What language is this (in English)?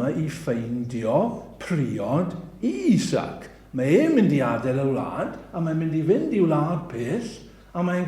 Welsh